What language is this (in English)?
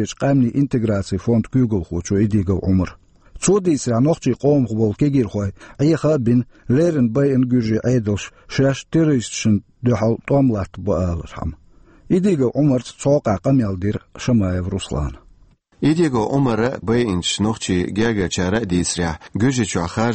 Chechen